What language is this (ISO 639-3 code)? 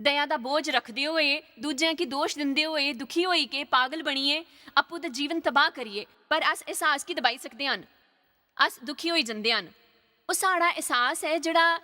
doi